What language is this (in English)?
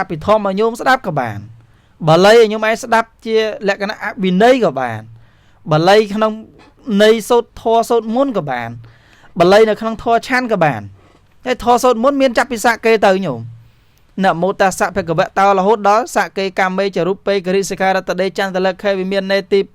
Khmer